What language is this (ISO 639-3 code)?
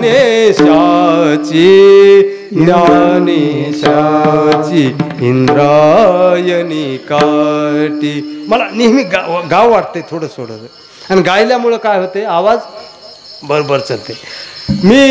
mar